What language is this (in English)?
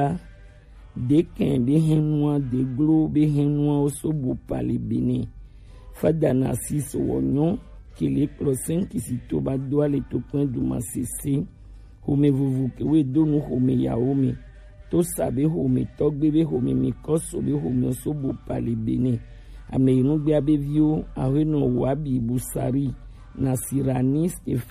Gen